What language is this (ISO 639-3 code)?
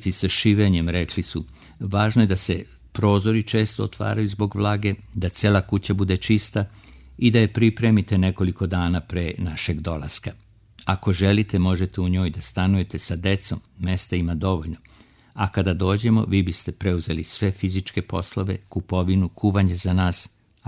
srp